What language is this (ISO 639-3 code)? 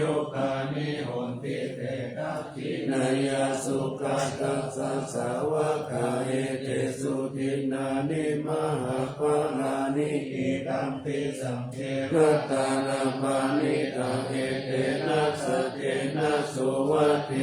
pli